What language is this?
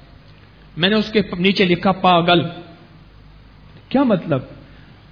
Urdu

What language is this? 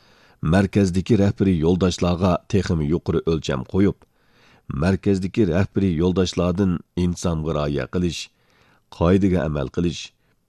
Uyghur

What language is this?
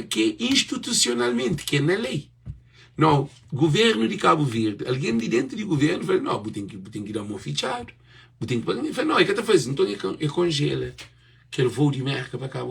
Kabuverdianu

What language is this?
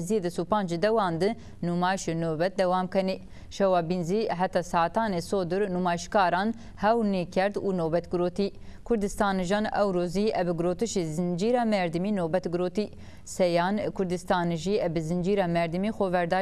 Zaza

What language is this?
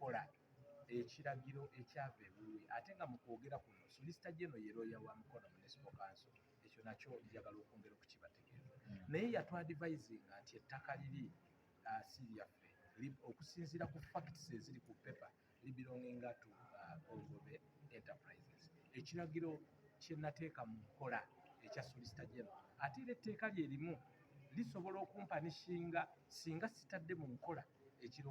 Ganda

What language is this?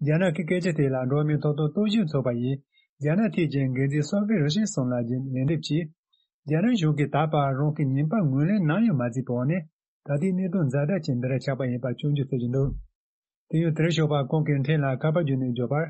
Tibetan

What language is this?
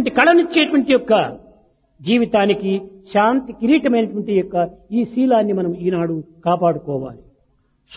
Telugu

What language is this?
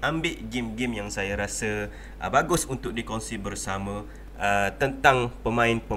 Malay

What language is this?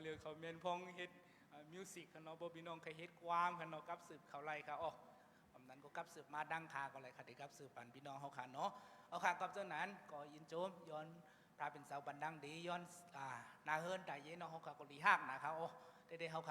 Shan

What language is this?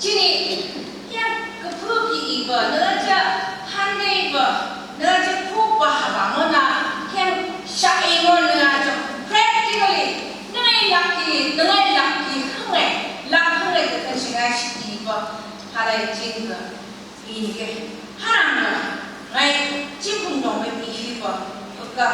Phom Naga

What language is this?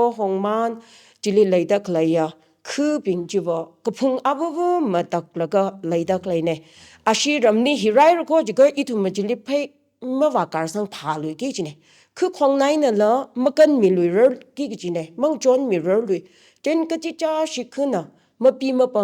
Tangkhul Naga (India)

